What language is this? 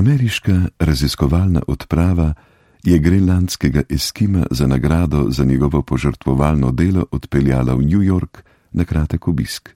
Slovenian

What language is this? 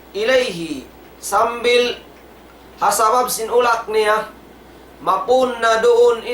Tausug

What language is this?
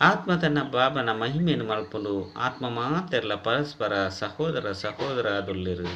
Tulu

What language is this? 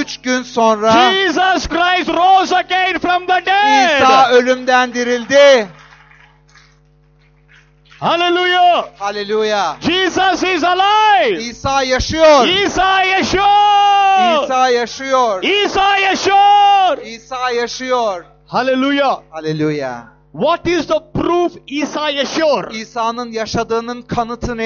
Turkish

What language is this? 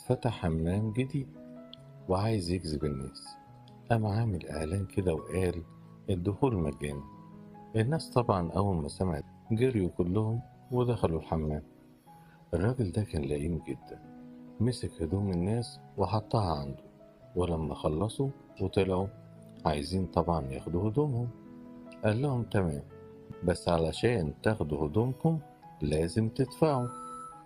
Egyptian Arabic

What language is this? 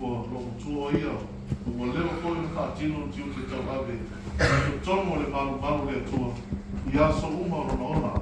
Samoan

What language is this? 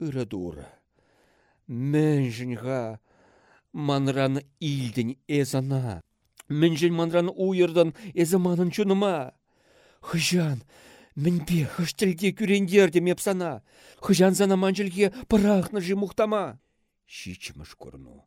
Chuvash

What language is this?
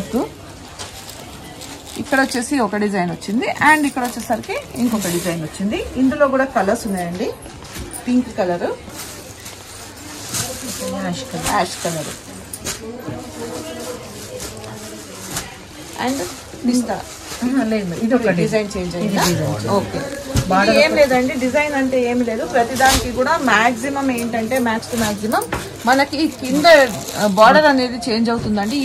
Telugu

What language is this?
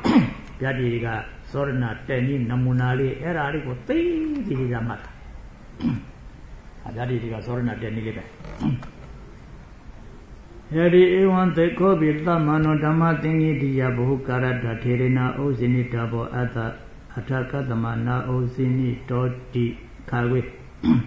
Burmese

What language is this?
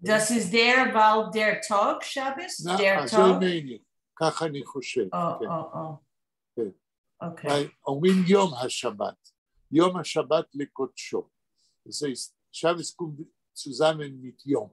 Yiddish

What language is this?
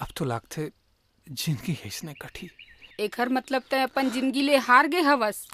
Chhattisgarhi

